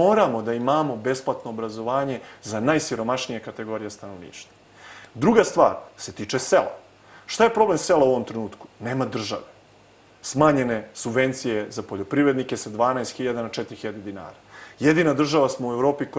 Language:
Serbian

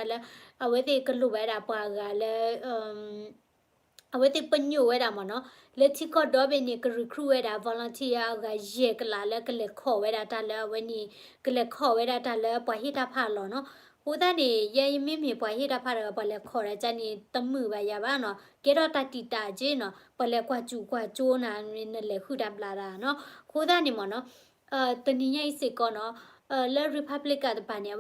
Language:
S'gaw Karen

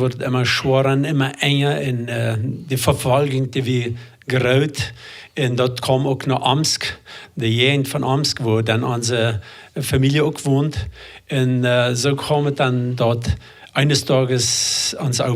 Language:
Plautdietsch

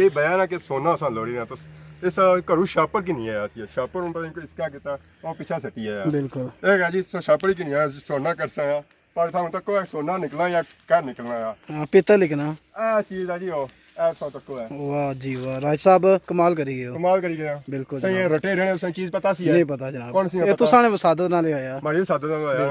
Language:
Pahari-Potwari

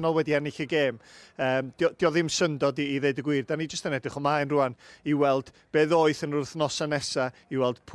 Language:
Welsh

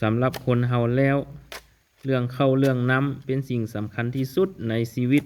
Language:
Lao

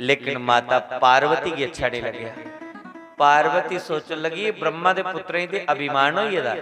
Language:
Dogri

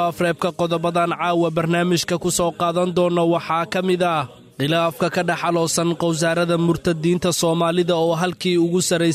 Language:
Somali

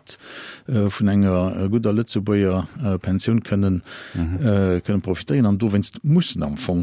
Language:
Luxembourgish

